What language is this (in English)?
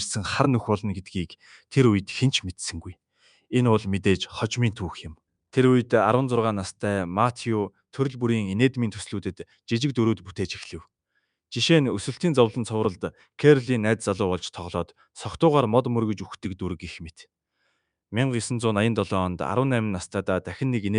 Mongolian